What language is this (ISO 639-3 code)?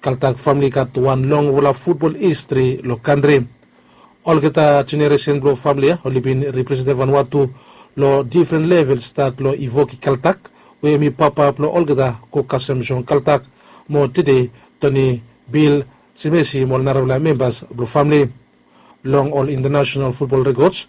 bis